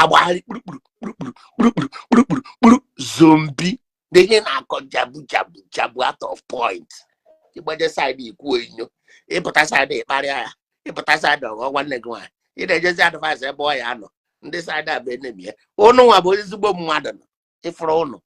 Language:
Igbo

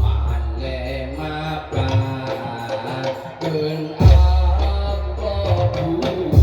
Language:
Madurese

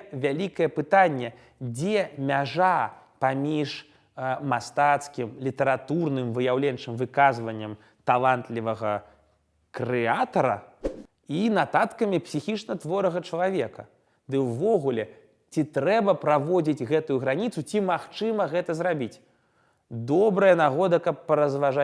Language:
Belarusian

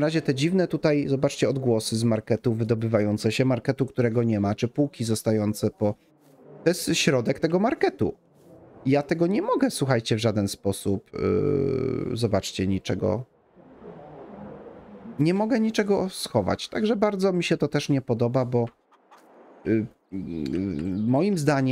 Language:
Polish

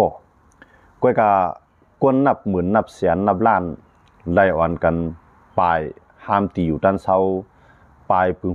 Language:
Shan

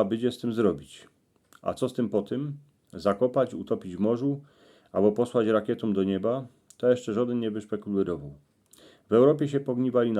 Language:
Silesian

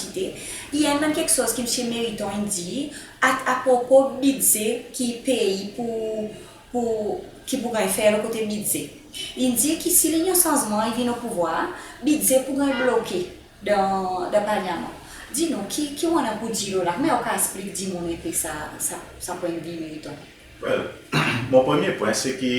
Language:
Seselwa Creole French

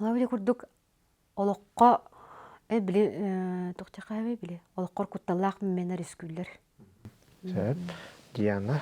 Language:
Yakut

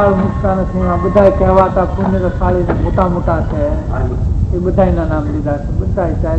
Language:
Gujarati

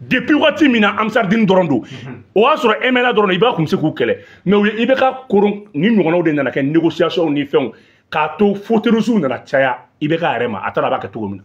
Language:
Bambara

